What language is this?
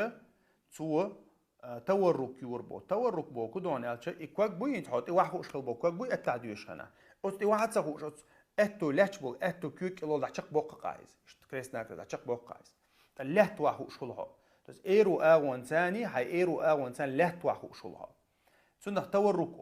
Chechen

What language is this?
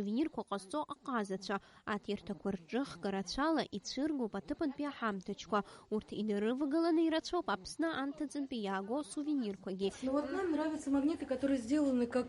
Abkhazian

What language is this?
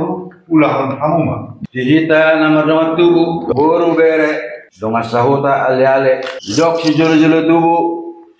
Batak Toba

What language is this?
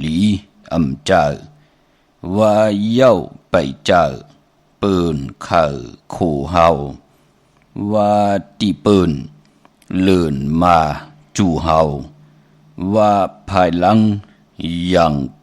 Shan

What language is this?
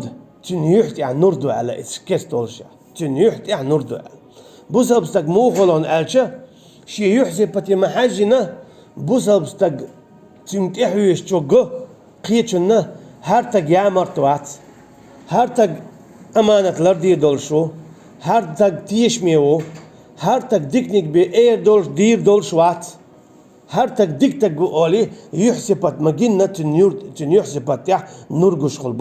Chechen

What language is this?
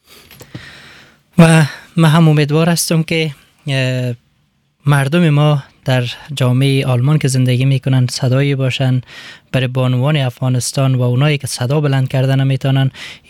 Persian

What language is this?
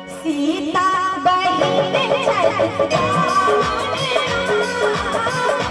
Maithili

